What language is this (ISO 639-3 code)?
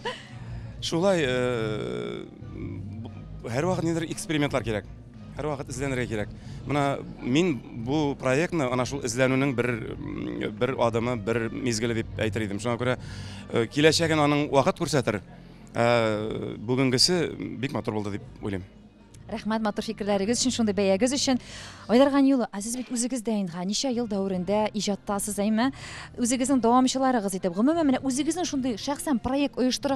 tat